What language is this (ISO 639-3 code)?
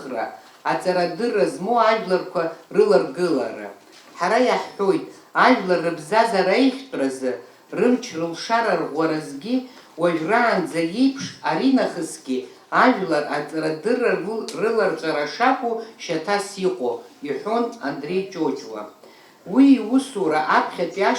abk